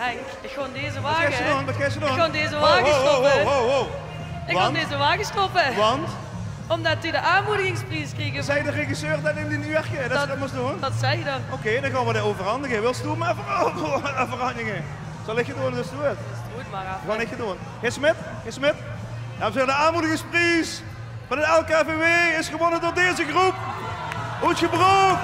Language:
Limburgish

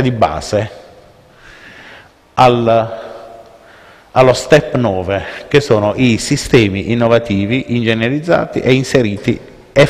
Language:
Italian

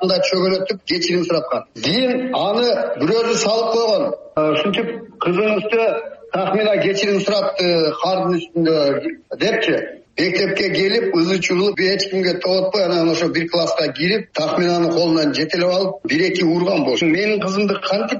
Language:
Kyrgyz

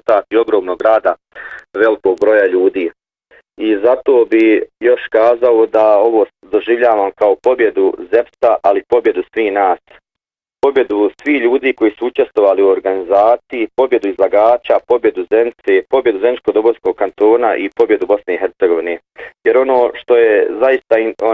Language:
Bosnian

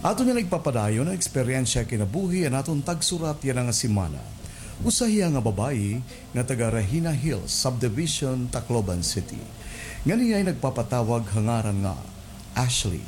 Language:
Waray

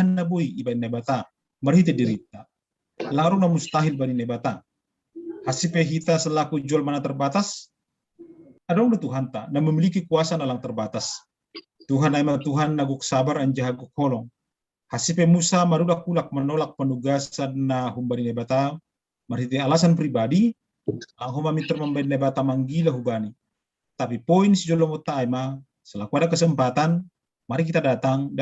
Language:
Batak Simalungun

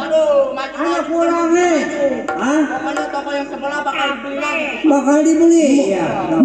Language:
Betawi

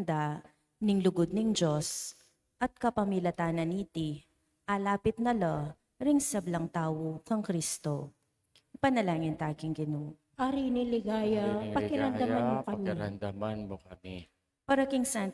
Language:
Pampanga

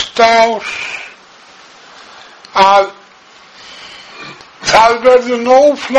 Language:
Icelandic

